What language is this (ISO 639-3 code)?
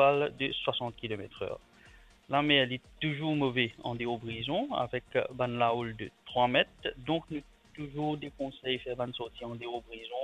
mfe